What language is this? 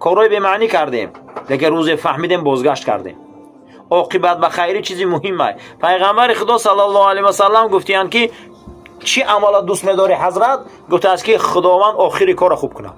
Tajik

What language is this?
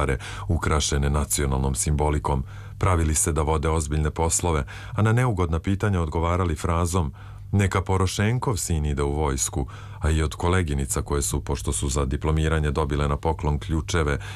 Serbian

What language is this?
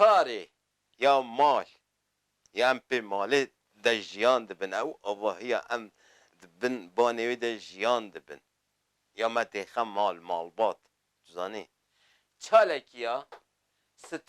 Kurdish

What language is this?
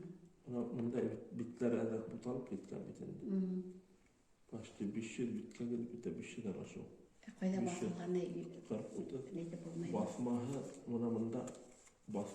Bashkir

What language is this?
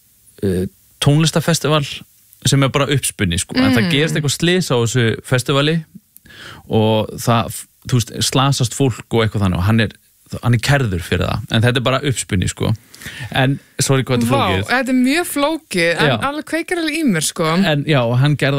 Icelandic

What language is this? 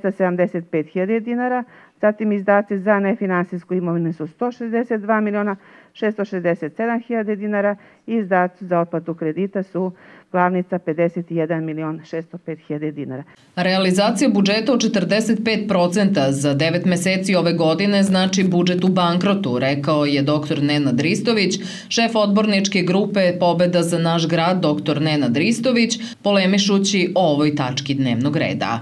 Serbian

